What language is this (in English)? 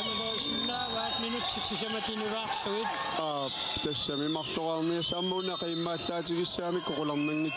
Kalaallisut